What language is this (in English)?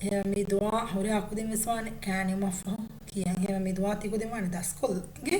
Divehi